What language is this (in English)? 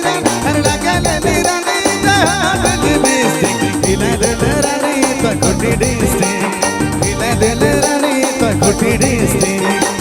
Sadri